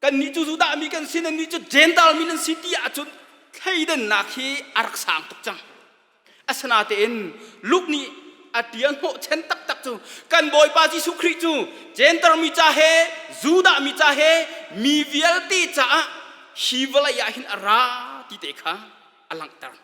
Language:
Hakha Chin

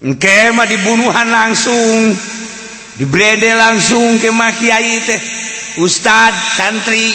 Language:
Sundanese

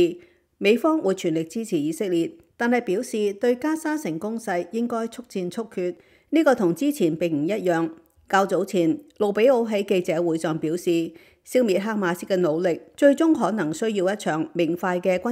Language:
Cantonese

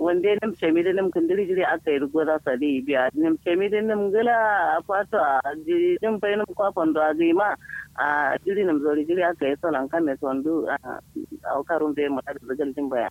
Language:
Kanuri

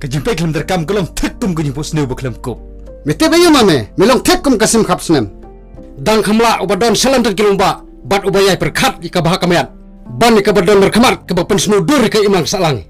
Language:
Khasi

